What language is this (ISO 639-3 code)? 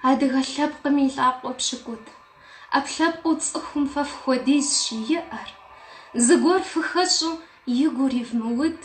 kbd